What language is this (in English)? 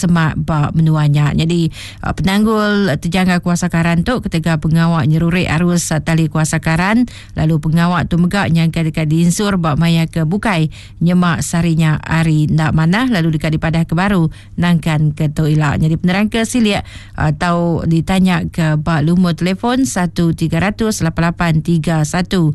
Iban